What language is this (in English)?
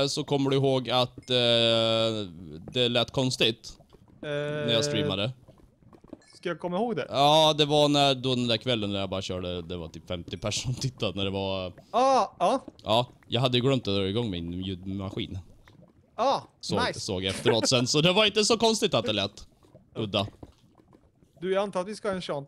Swedish